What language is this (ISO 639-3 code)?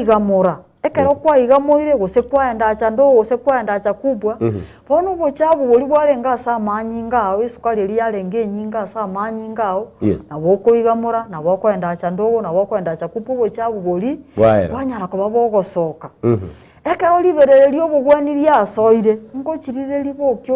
guz